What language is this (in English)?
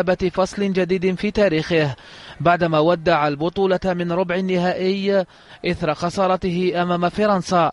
Arabic